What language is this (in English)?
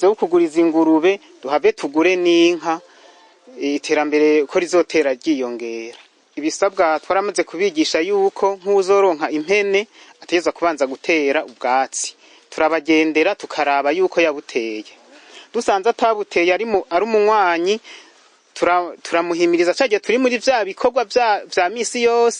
Rundi